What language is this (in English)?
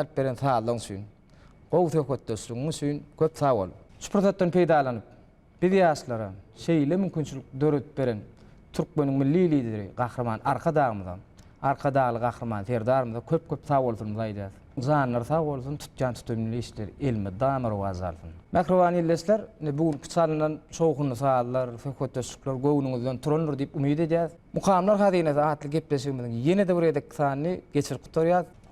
Turkmen